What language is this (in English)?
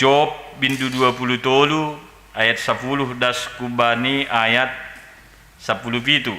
Batak Simalungun